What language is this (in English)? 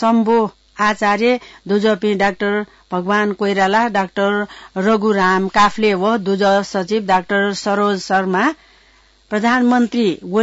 Newari